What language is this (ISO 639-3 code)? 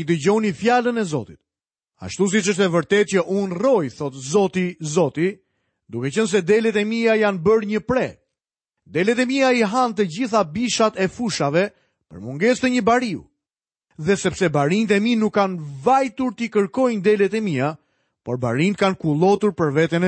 sqi